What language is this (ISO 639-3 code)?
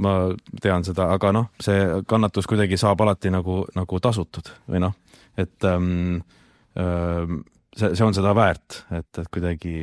est